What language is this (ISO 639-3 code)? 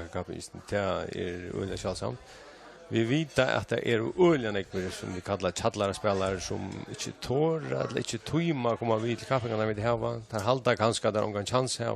fao